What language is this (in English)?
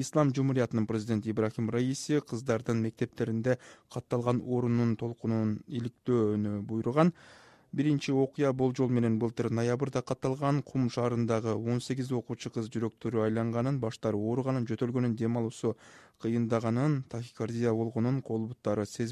Kyrgyz